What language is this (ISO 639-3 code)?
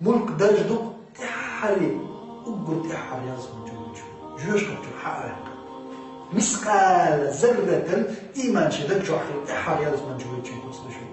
che